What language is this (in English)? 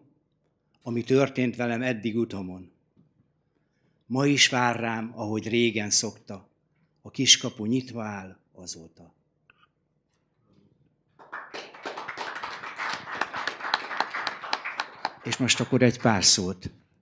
Hungarian